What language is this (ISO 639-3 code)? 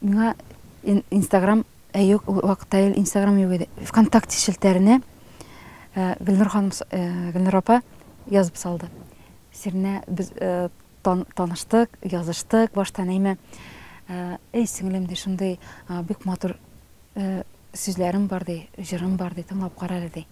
tat